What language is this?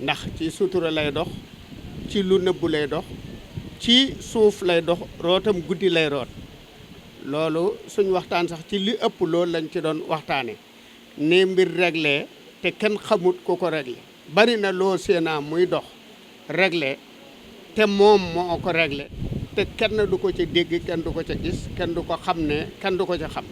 Wolof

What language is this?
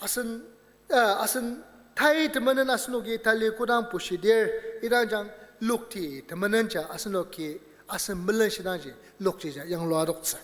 Ao Naga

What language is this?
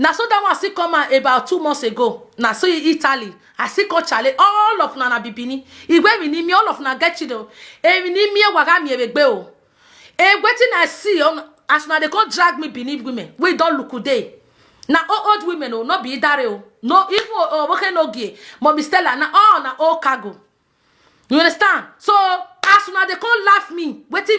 Nigerian Pidgin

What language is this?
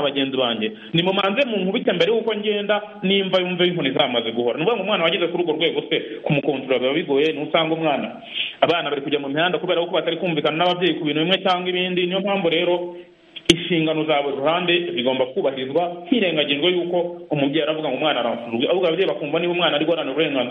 Kinyarwanda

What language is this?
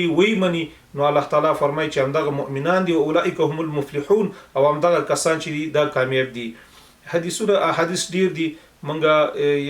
Pashto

